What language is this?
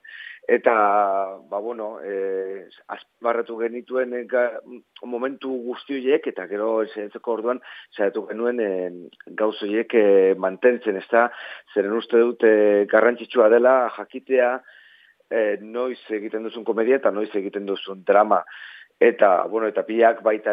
Basque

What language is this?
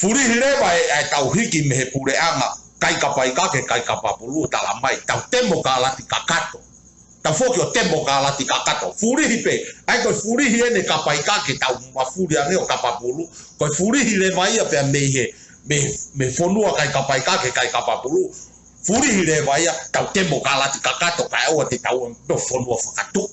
Tongan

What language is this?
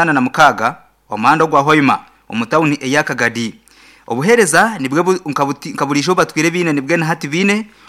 Nyankole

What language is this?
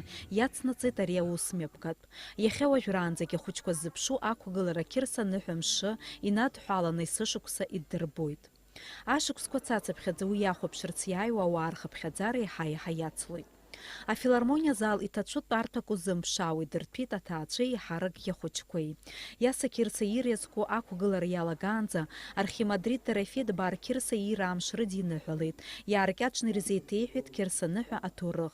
Abkhazian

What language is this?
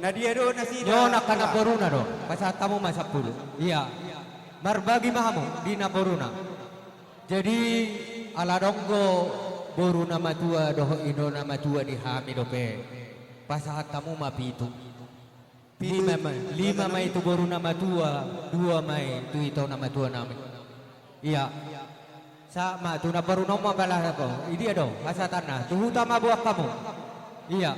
Batak Toba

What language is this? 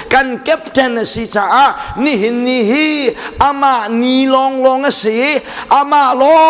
Hakha Chin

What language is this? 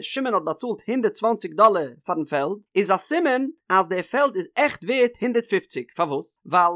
Yiddish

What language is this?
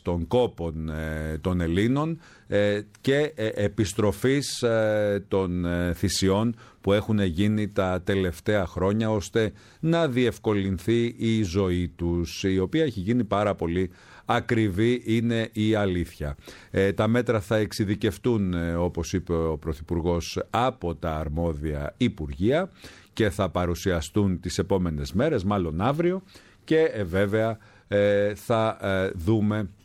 Greek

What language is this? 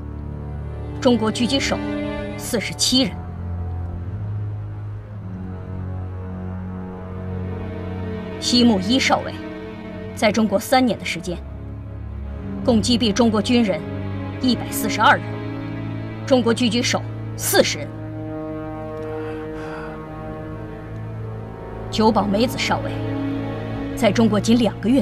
Chinese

